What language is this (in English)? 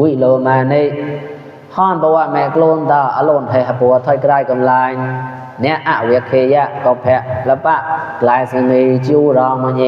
Mon